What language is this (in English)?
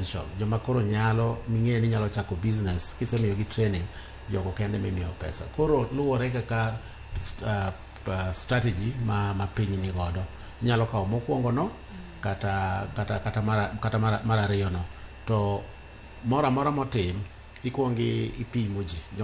Luo (Kenya and Tanzania)